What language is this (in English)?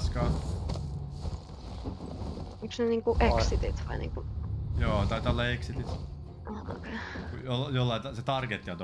Finnish